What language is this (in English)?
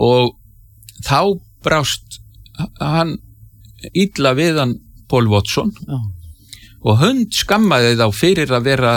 Icelandic